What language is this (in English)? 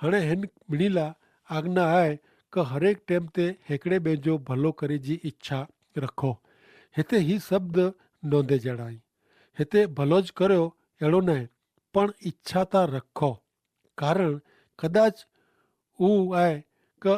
Kachhi